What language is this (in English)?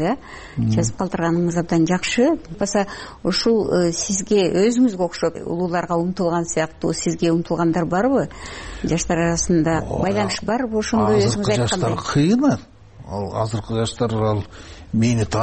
Kyrgyz